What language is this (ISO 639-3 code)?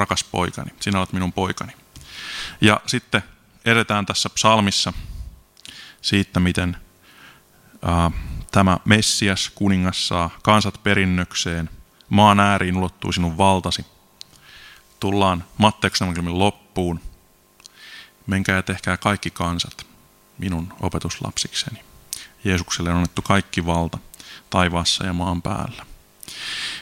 fin